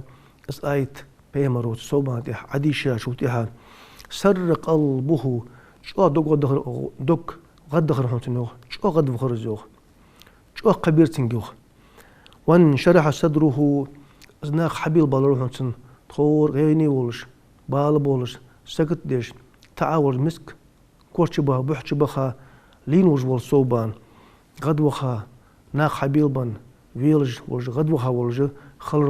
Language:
Ingush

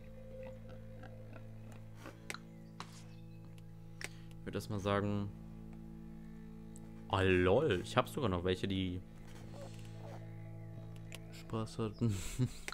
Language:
German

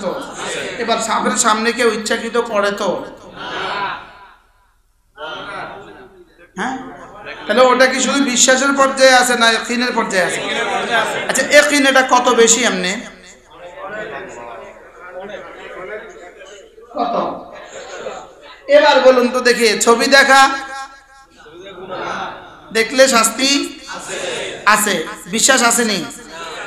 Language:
Bangla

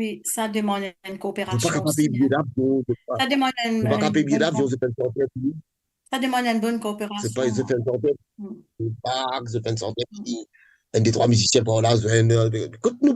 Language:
Morisyen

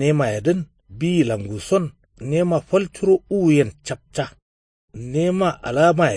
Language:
Kanuri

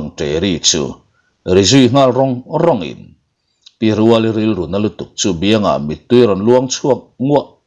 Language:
Mizo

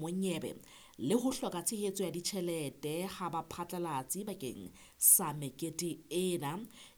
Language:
Southern Sotho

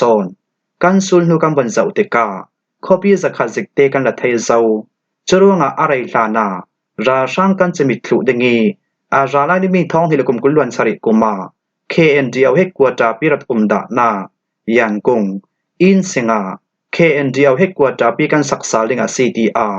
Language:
Falam Chin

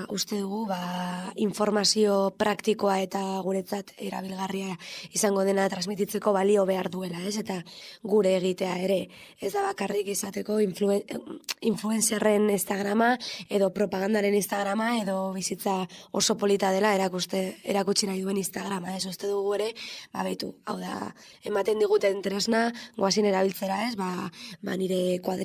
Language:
Basque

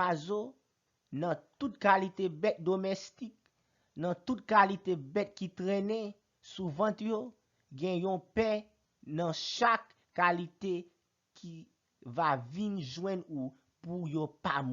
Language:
Haitian Creole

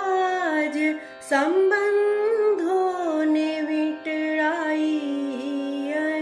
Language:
Gujarati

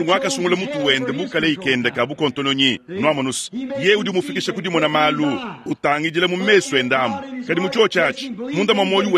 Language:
Luba-Lulua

